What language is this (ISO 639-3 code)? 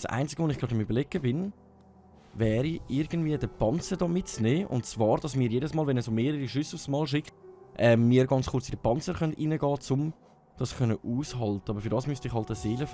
gsw